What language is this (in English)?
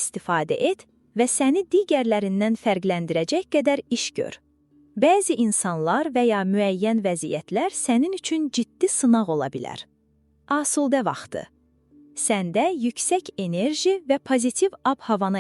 Azerbaijani